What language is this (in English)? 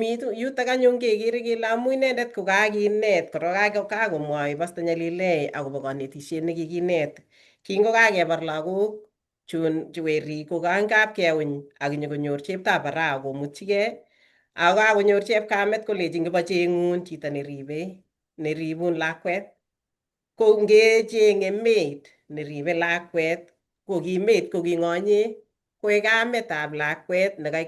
Kalenjin